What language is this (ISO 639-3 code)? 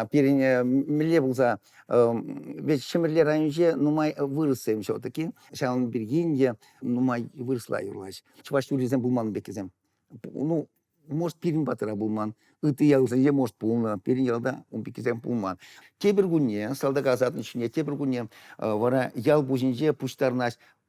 chv